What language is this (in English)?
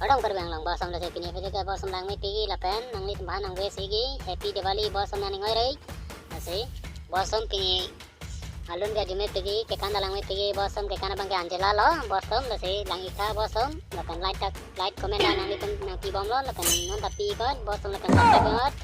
Karbi